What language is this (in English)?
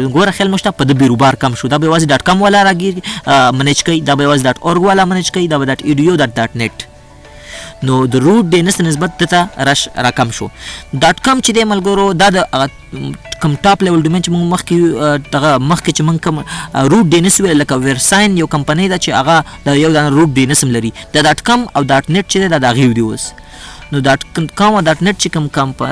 Pashto